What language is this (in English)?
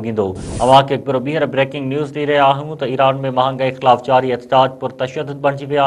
Sindhi